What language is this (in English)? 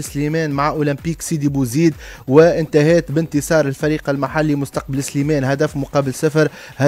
Tunisian Arabic